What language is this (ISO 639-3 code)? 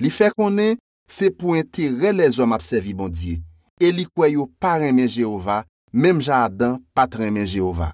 hat